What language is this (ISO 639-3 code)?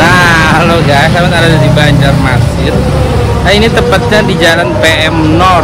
bjn